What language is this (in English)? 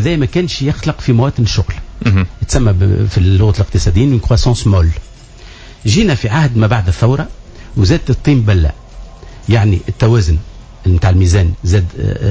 Tunisian Arabic